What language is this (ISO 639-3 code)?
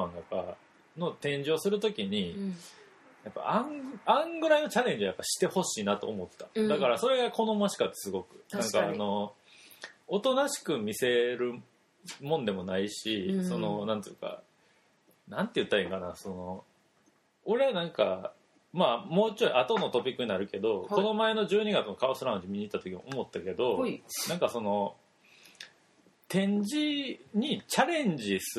jpn